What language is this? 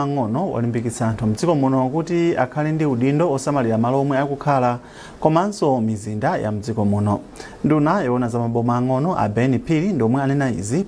Nyanja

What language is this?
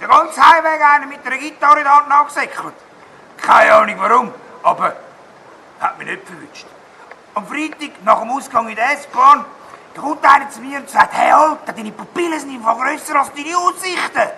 Swiss German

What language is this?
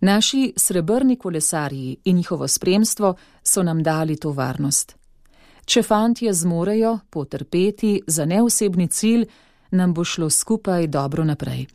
Slovenian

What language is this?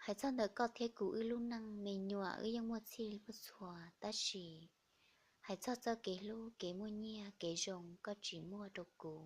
Hmong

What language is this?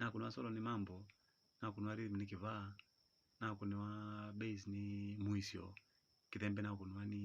Kamba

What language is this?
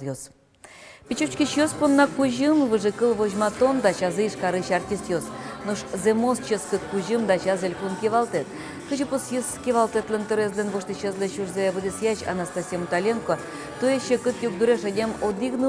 Udmurt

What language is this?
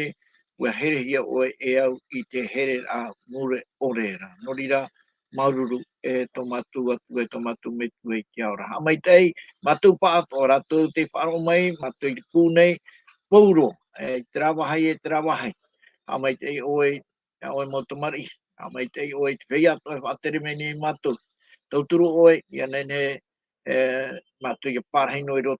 Tahitian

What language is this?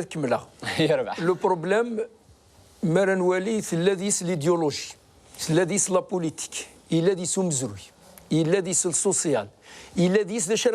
Kabyle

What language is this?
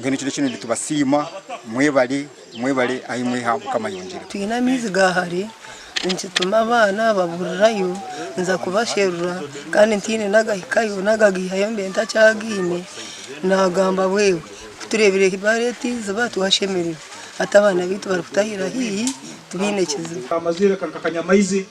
Nyankole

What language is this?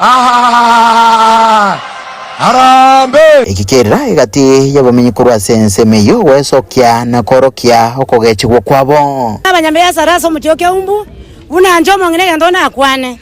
Gusii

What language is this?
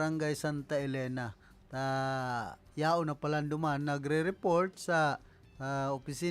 Bikol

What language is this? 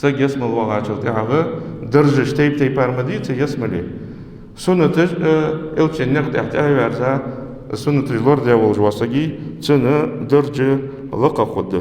Ingush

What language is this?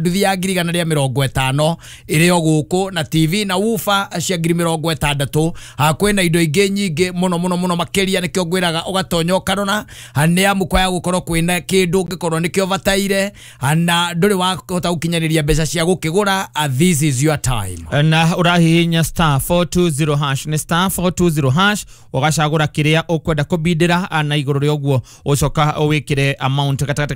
Kikuyu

